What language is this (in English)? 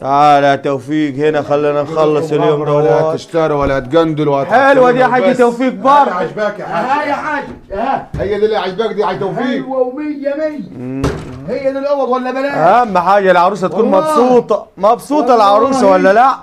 Egyptian Arabic